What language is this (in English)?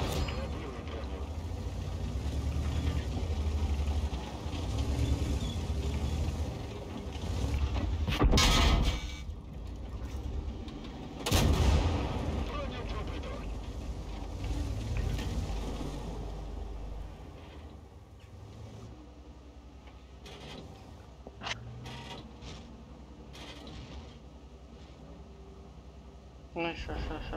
Ukrainian